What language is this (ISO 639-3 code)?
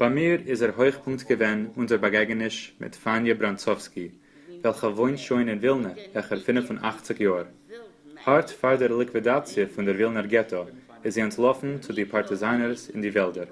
yid